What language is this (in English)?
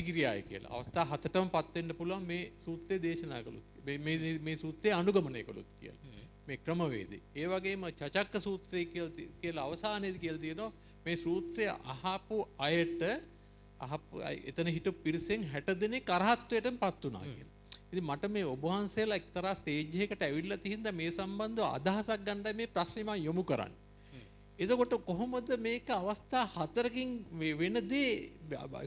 Sinhala